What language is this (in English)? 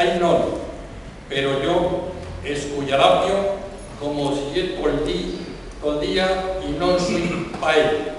Asturian